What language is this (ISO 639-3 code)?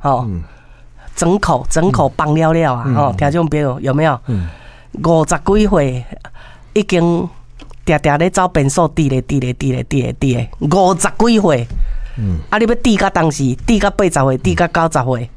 nan